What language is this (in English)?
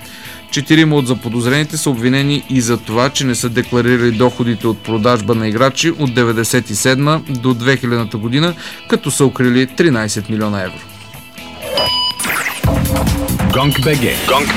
Bulgarian